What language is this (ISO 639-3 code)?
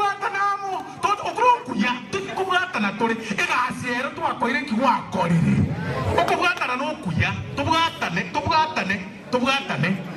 guz